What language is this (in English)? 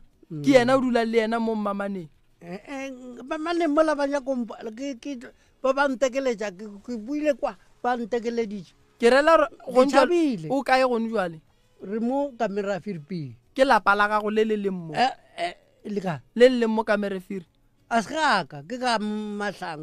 Northern Sotho